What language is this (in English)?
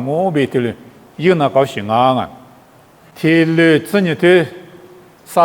Lisu